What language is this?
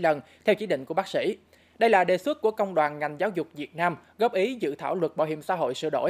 Vietnamese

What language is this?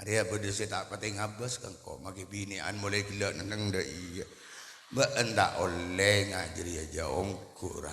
Madurese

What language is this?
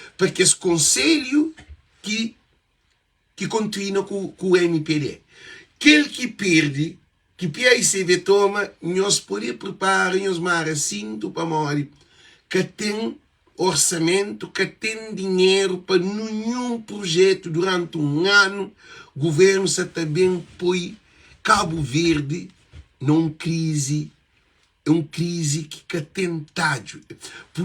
Kabuverdianu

